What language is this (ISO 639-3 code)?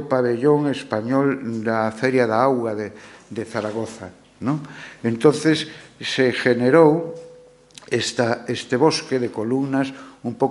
glg